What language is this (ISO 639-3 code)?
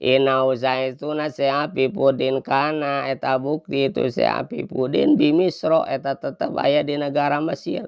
sun